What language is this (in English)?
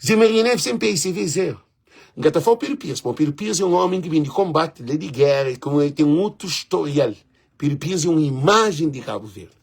Kabuverdianu